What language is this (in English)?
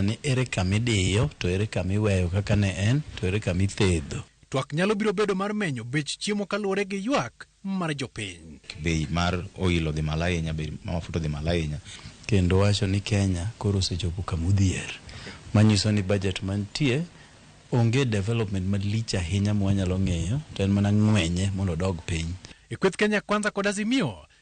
Luo (Kenya and Tanzania)